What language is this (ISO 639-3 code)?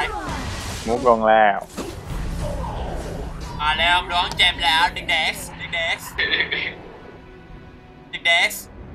tha